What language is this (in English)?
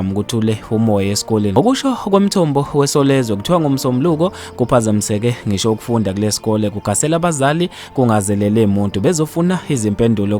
Zulu